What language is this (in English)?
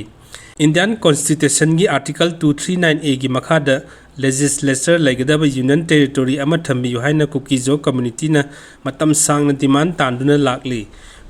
Manipuri